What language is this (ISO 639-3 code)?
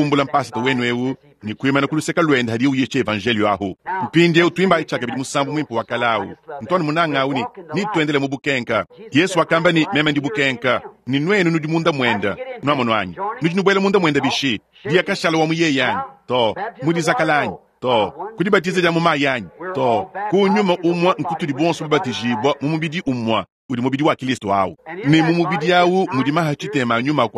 lua